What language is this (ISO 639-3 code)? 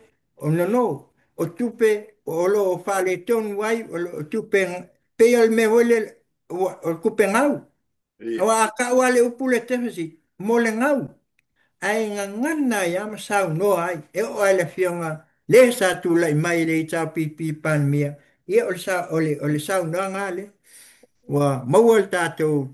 smo